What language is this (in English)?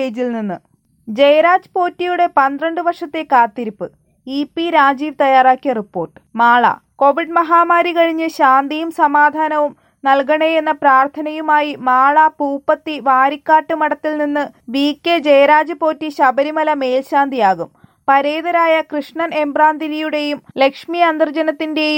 Malayalam